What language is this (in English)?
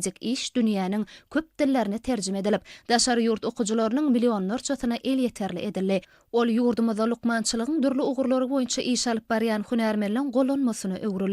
Turkmen